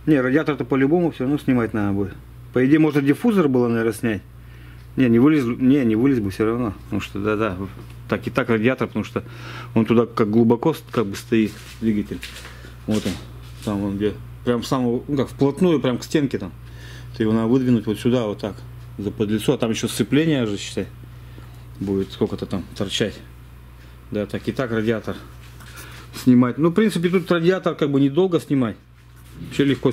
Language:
Russian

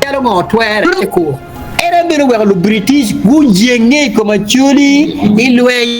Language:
Acoli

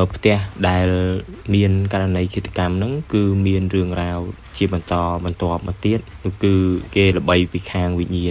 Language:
Khmer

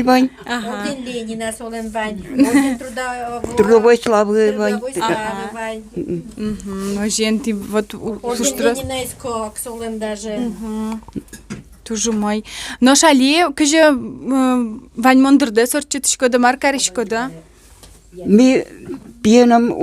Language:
Udmurt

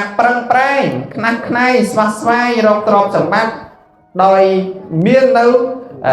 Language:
Khmer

